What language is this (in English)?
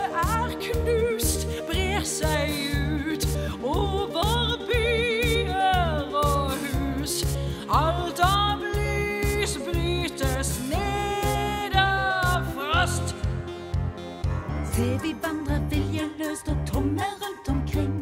Norwegian